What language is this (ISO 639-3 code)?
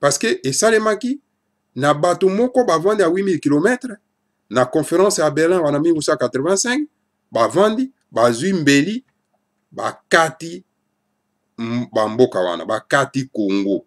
lin